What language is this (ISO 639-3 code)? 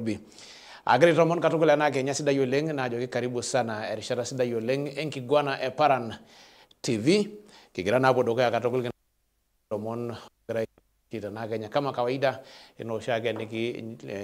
mas